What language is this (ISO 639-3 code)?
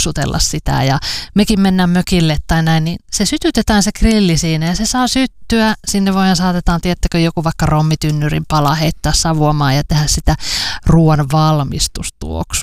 fin